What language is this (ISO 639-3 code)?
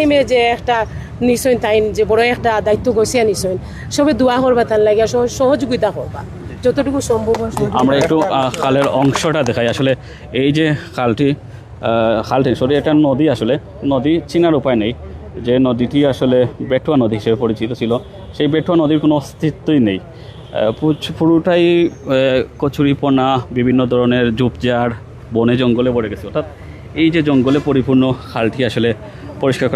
syl